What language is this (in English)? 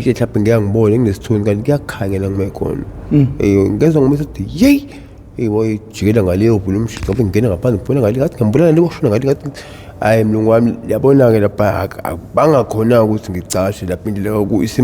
Zulu